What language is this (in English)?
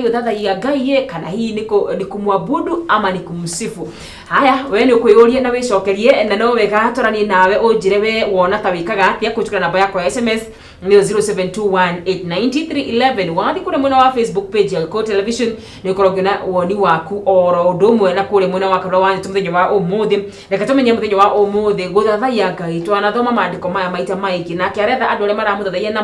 Kikuyu